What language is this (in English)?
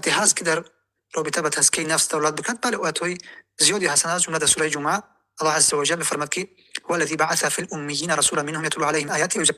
Tajik